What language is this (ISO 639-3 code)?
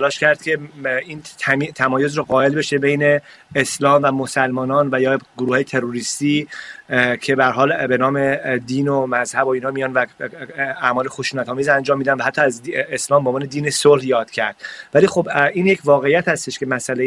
fas